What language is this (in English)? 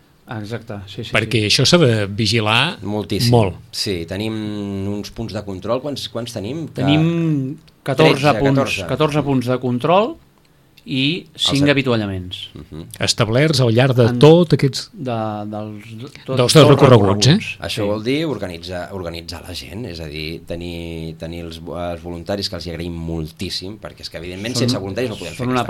Catalan